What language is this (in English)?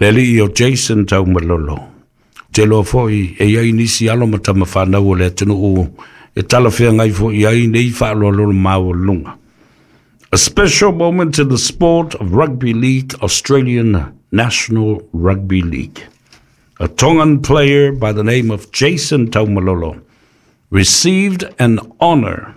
Samoan